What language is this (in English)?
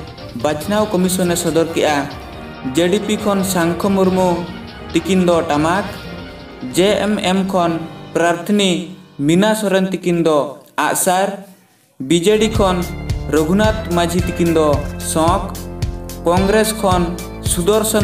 Santali